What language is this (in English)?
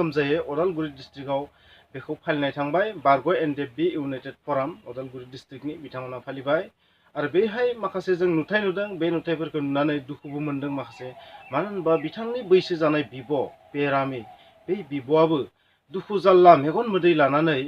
Bodo